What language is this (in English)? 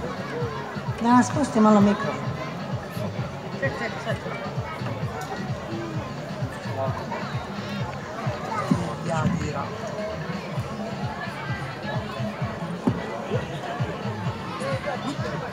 Serbian